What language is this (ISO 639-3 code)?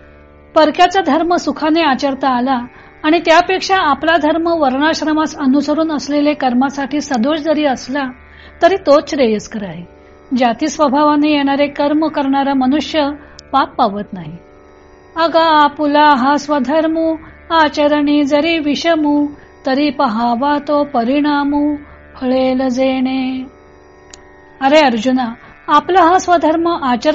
mar